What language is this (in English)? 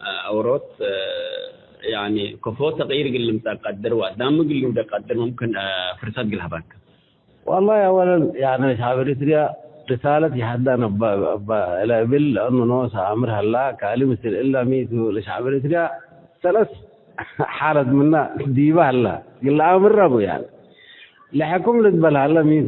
Tigre